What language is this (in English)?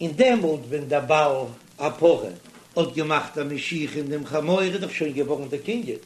Yiddish